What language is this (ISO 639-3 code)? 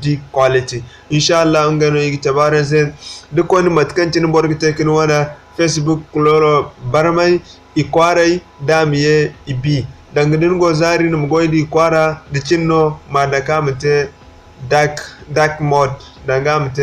dje